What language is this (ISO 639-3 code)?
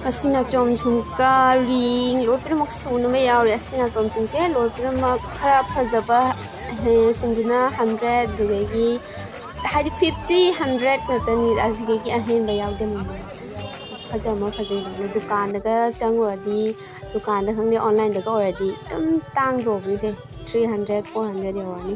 mni